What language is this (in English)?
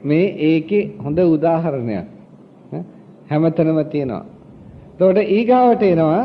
Sinhala